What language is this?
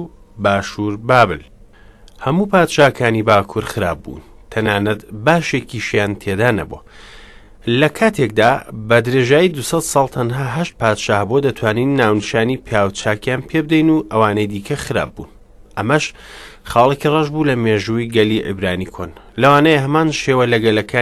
Central Kurdish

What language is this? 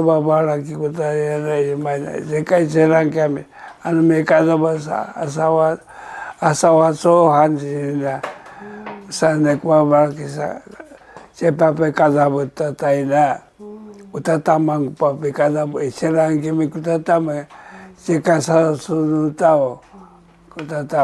Sakizaya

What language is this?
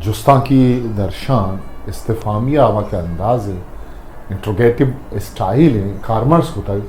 Eastern Balochi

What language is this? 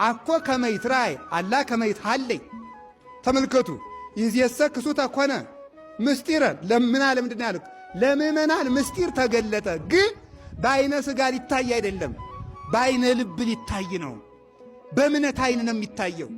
Amharic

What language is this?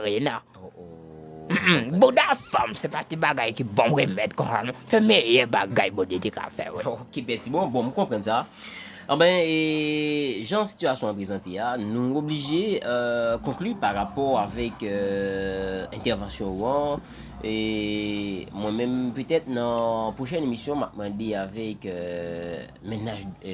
Haitian Creole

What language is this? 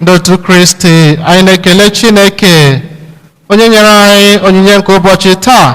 Igbo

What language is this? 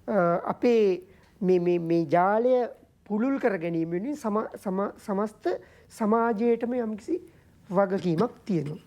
Sinhala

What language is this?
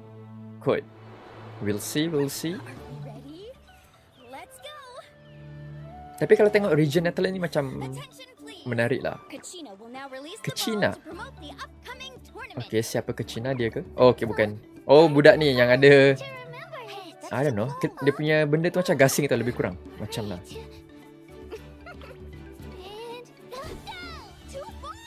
Malay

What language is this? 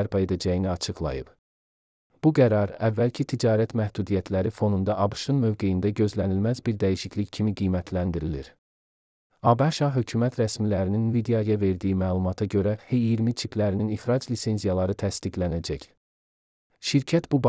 Azerbaijani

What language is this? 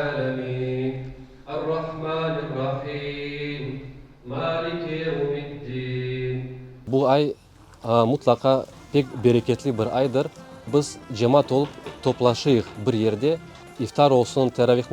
Crimean Tatar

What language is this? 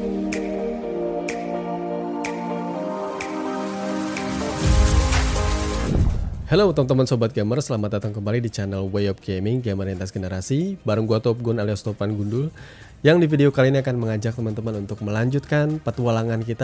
Indonesian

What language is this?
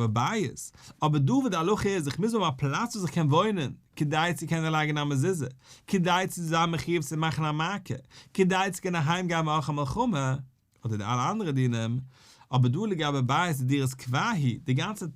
Yiddish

